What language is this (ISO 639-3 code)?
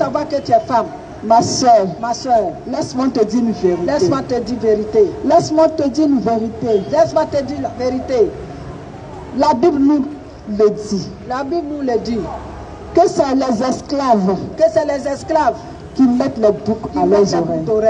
fra